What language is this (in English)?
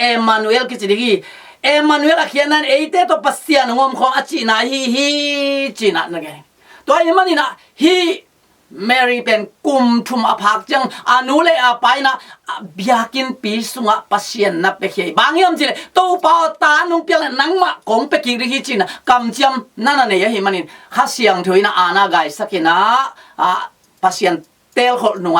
Tedim Chin